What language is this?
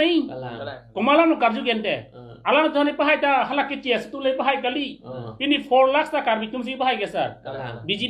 Karbi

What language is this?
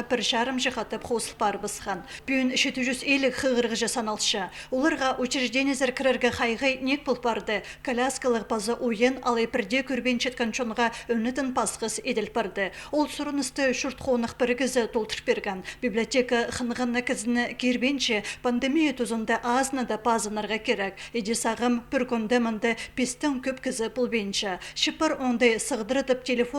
Khakas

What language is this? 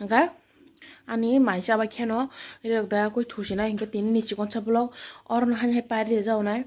Kok Borok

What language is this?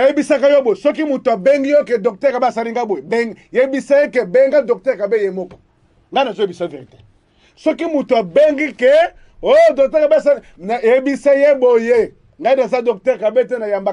Lingala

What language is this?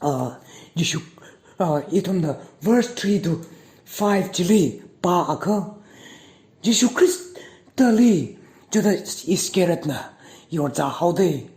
Tangkhul Naga (India)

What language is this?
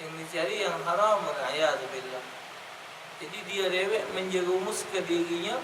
Musi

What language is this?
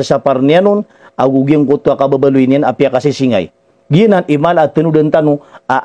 Maranao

